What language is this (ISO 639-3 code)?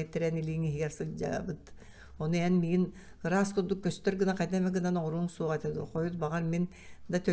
sah